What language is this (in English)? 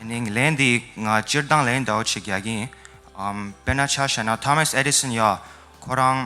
Tibetan